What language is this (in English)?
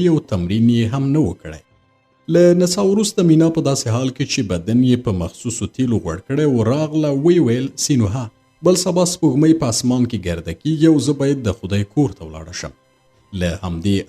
Pashto